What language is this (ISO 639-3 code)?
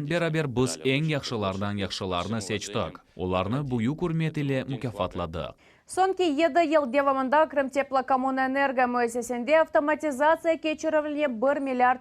crh